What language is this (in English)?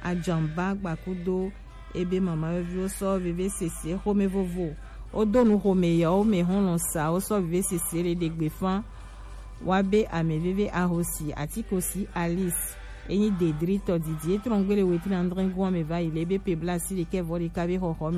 Gen